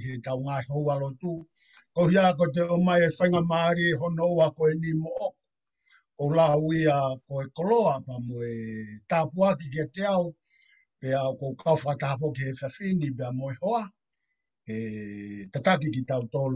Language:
Tongan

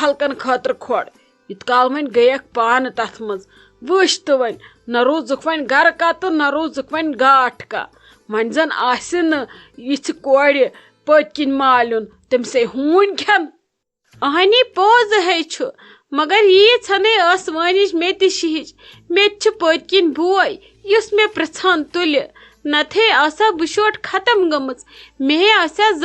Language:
Kashmiri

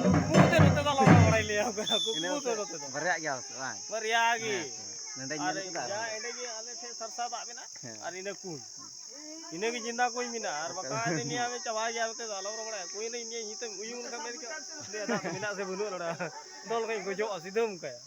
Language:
Santali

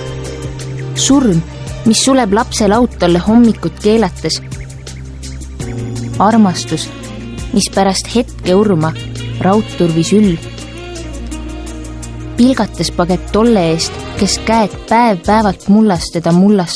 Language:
Estonian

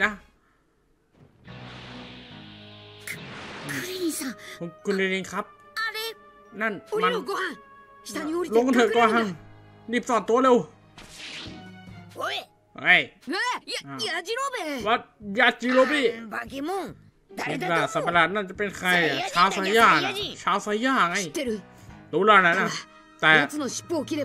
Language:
Thai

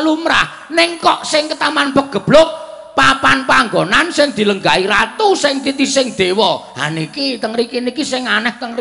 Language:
Javanese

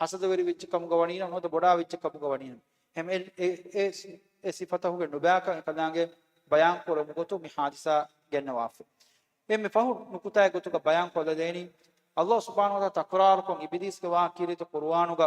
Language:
Divehi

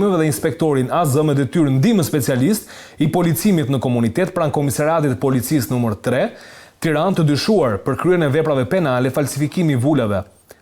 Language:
Albanian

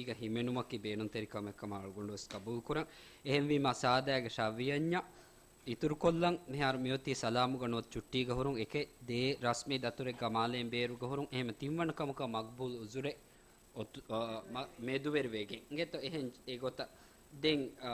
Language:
Divehi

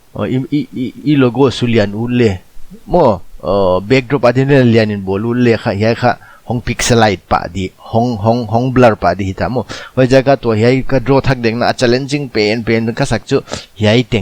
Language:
Paite Chin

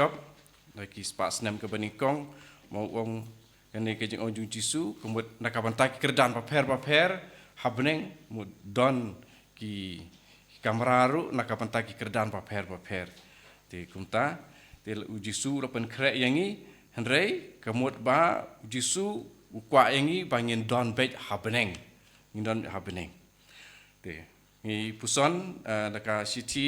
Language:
Khasi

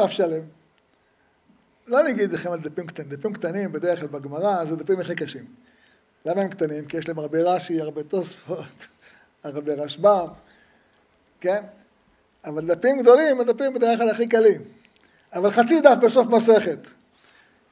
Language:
Hebrew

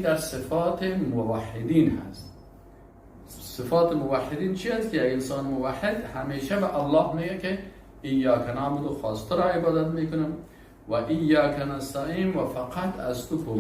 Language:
Persian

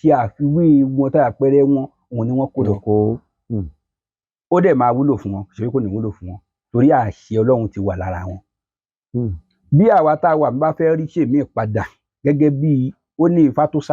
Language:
Yoruba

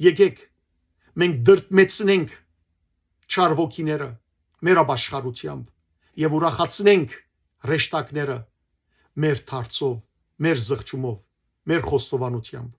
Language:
Western Armenian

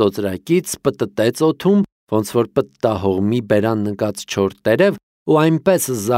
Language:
Armenian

